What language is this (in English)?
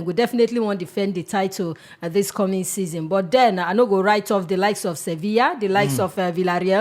Nigerian Pidgin